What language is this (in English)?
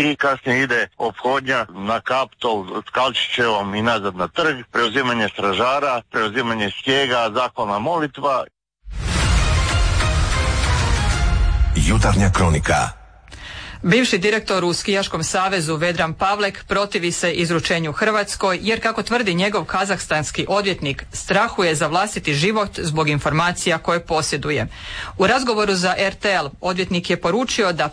Croatian